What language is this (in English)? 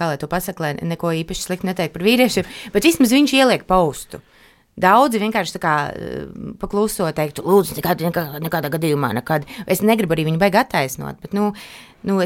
Latvian